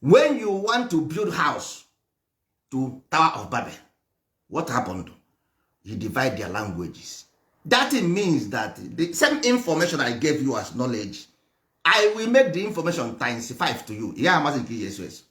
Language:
Igbo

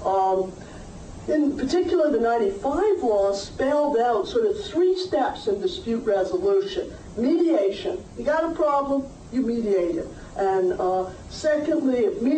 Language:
English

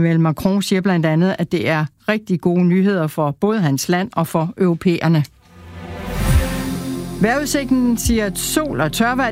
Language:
Danish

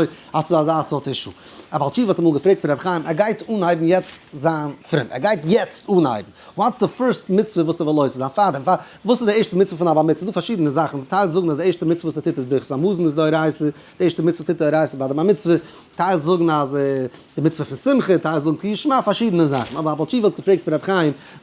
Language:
Yiddish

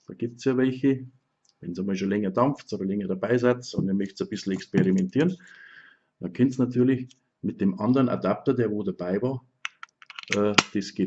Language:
Bavarian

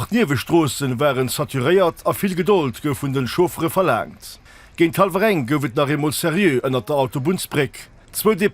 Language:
Luxembourgish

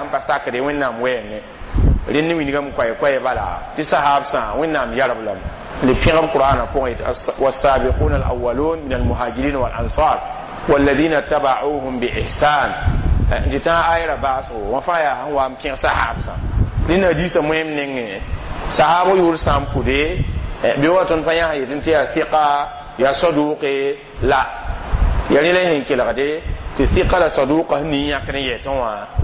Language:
Mossi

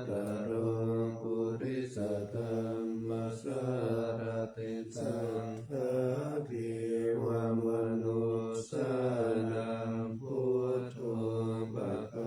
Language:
Pali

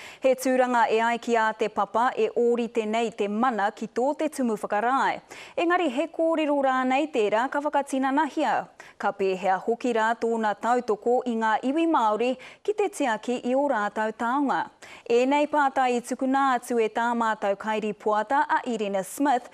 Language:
Māori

